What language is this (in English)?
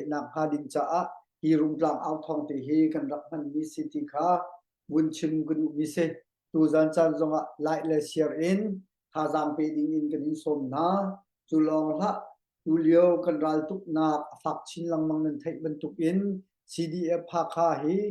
Hakha Chin